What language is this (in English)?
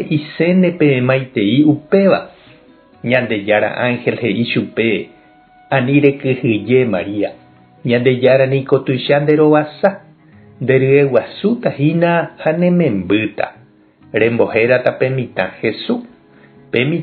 Guarani